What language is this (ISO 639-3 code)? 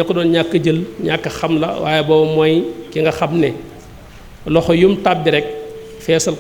wol